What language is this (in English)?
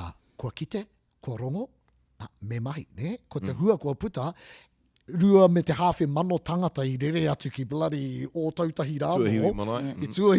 Māori